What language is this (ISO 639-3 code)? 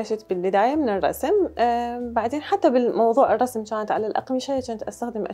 acm